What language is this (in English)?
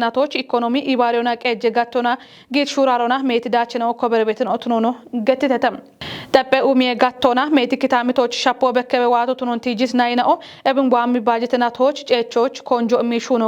Kafa